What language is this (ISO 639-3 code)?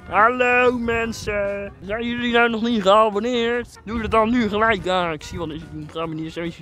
nld